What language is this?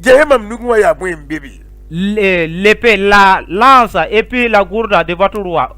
Mossi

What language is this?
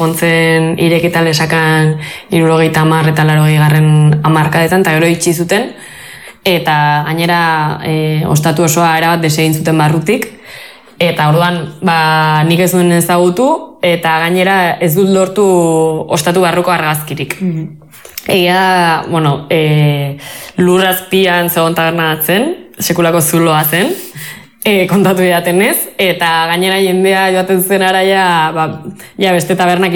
Basque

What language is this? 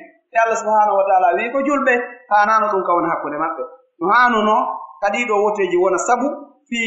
Pular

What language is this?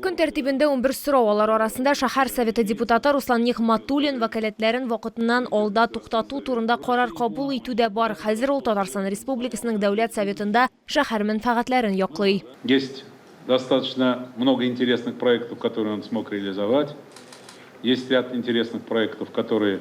Tatar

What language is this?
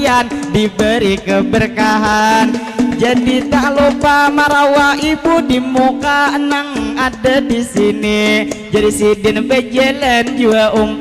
Banjar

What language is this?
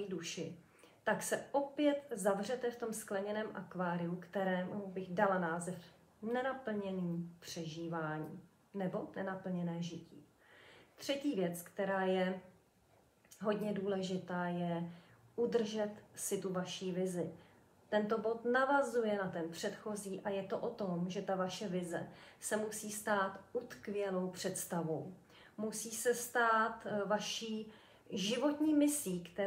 Czech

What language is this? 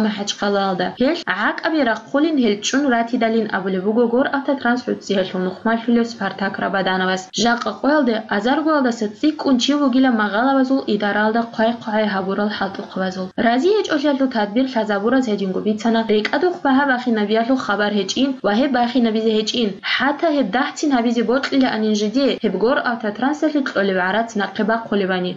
Avaric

